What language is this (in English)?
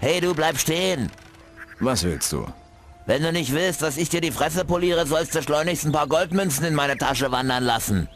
Bavarian